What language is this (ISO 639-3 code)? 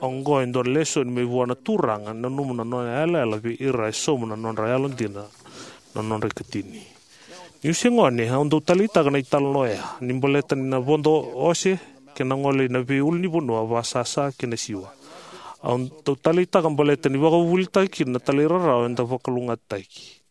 fij